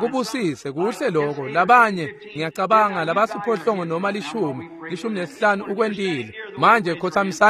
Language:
Swati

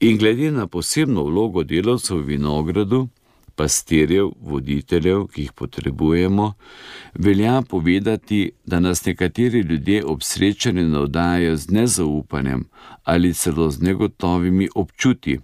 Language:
Slovenian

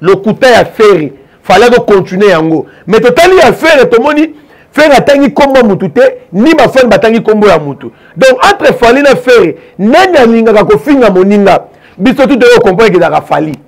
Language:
Lingala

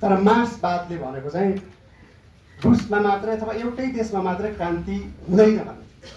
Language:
Nepali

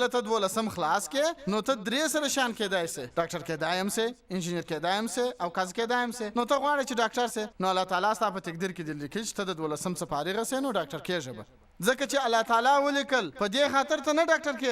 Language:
Pashto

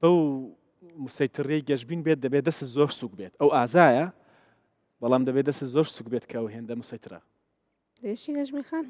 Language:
Central Kurdish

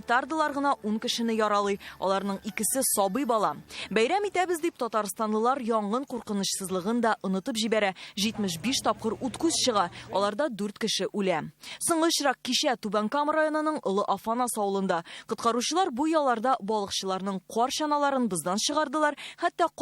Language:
Tatar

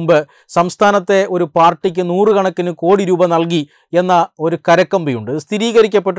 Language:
Malayalam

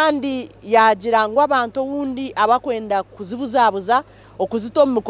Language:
Nyankole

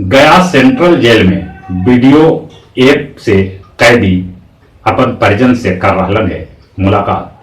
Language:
Magahi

